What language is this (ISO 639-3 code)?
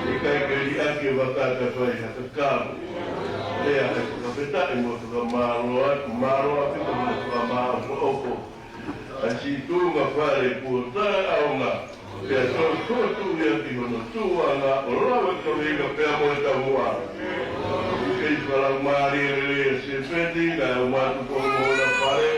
ton